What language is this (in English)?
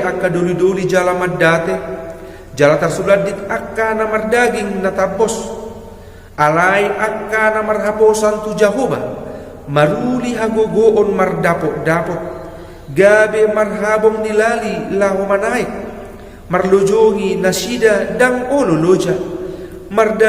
Batak Toba